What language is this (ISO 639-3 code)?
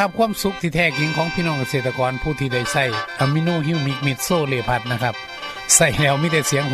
tha